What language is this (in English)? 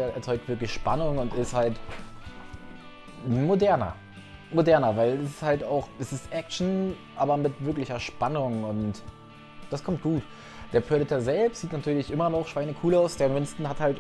German